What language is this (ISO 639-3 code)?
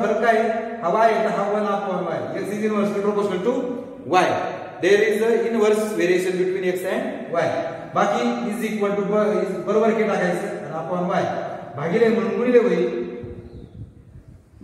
mar